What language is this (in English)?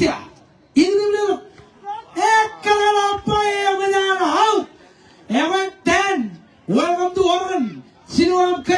Marshallese